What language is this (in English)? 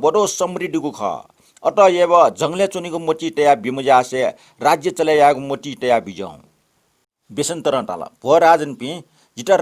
Newari